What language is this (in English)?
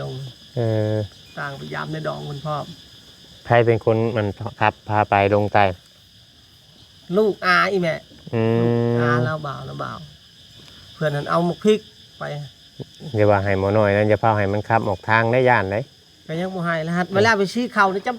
Northeastern Thai